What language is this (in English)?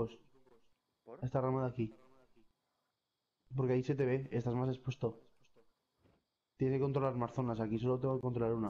Spanish